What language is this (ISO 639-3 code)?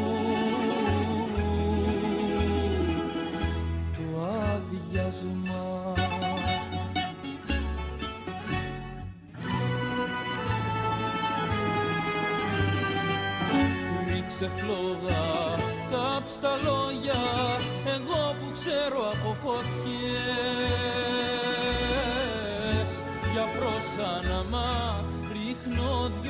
ell